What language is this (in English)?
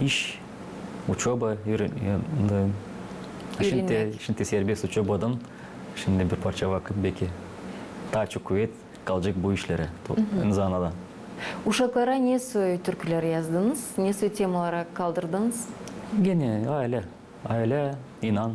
Gagauz